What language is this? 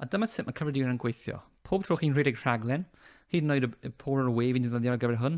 Welsh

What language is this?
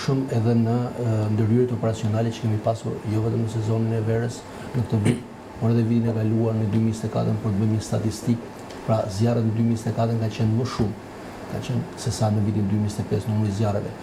Albanian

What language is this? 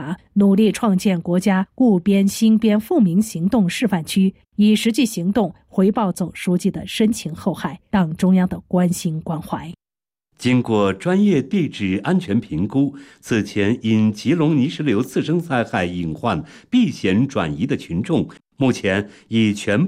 Chinese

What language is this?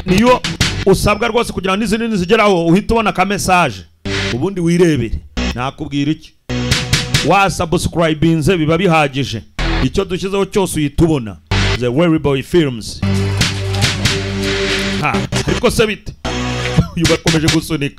Kinyarwanda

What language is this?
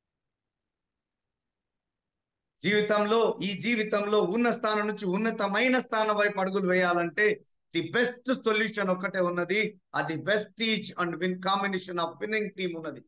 Telugu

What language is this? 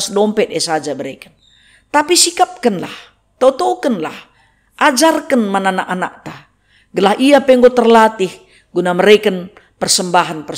Batak Karo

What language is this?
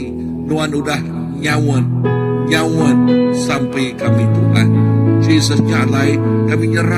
Iban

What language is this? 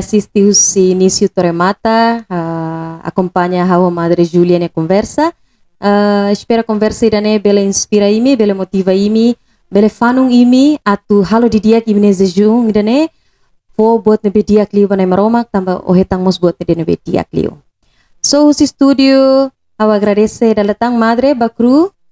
Tetum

